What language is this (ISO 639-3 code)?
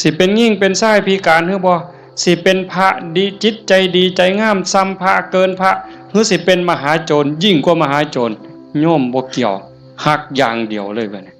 tts